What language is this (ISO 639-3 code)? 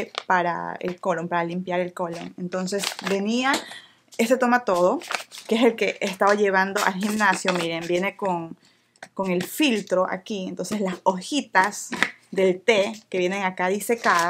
spa